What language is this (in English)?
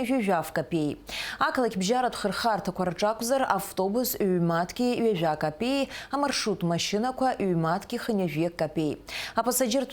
Abkhazian